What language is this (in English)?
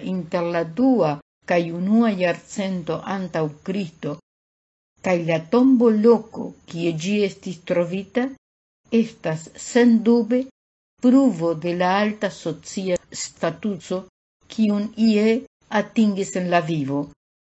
Esperanto